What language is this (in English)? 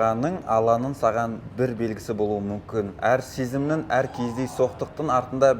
Kazakh